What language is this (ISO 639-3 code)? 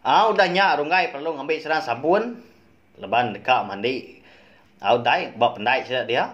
iba